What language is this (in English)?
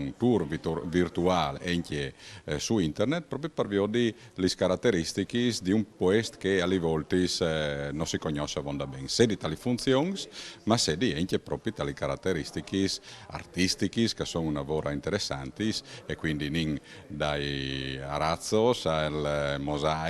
Friulian